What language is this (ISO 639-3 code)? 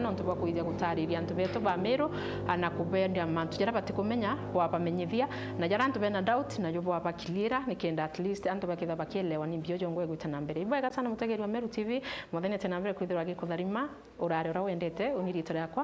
mer